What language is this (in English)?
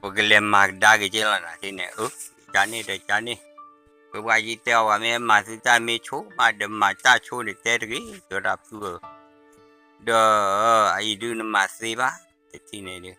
S'gaw Karen